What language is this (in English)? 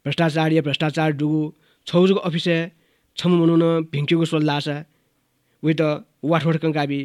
Newari